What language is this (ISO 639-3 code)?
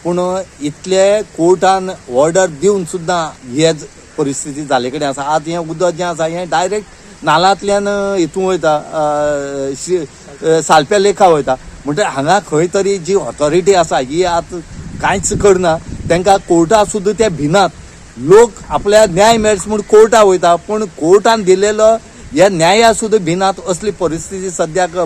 kok